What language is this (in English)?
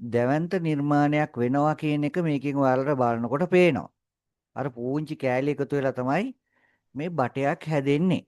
Sinhala